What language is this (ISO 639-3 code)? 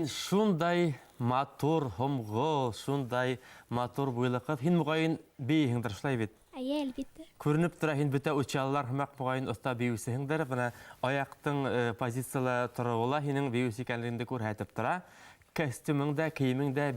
bak